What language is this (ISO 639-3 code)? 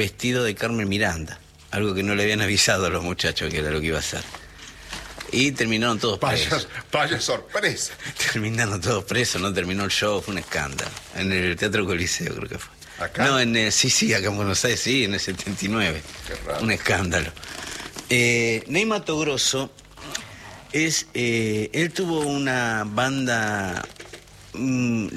spa